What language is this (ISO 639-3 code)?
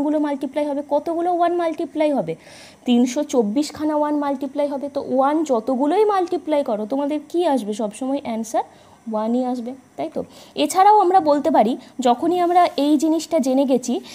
ben